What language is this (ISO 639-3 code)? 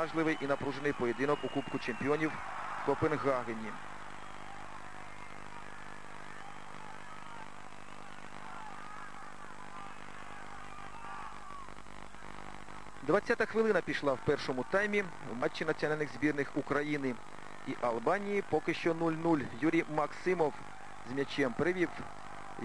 ukr